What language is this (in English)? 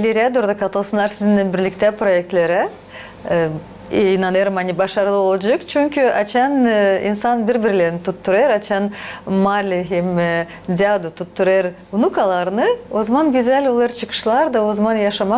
Gagauz